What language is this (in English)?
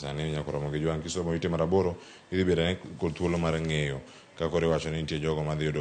Luo (Kenya and Tanzania)